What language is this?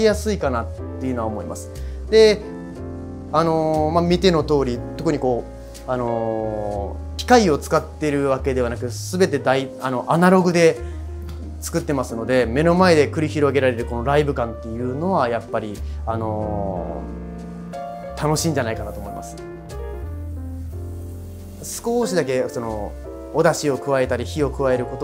Japanese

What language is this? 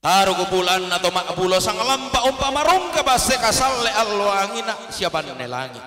Toraja-Sa'dan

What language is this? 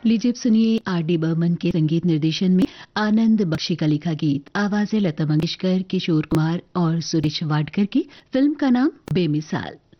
Hindi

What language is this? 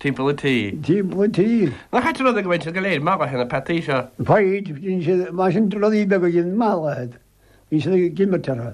Irish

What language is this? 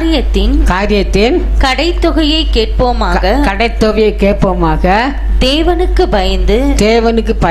Tamil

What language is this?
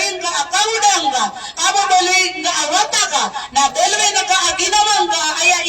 Maranao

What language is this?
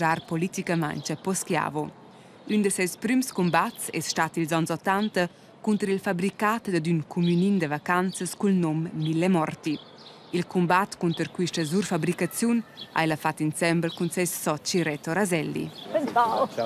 Romansh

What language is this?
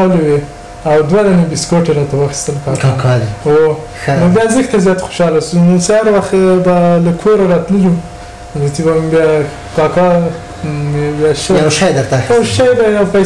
Pashto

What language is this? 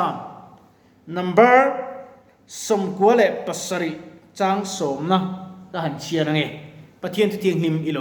Mizo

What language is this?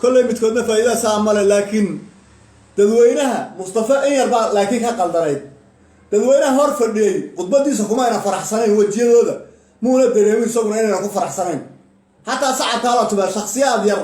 Somali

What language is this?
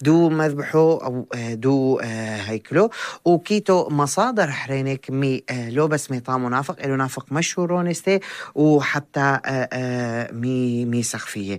North Levantine Arabic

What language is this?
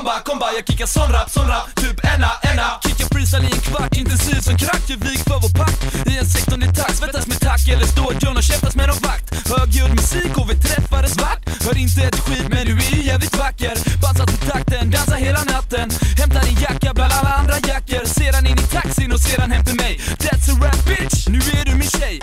Swedish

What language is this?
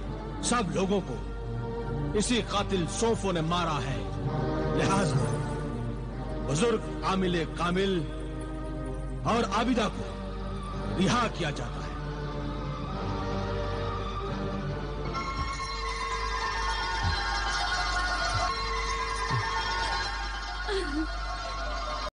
Hindi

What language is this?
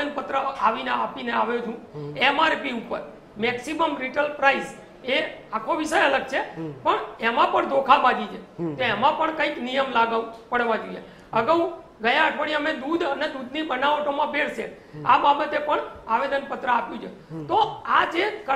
Gujarati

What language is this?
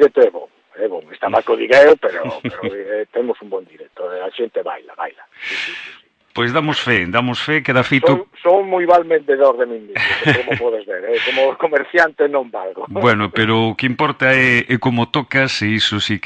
Galician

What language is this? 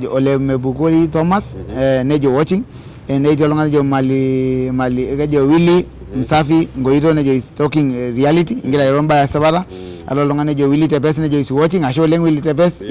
Masai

